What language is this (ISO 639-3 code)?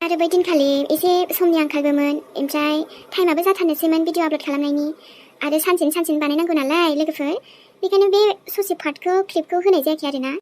brx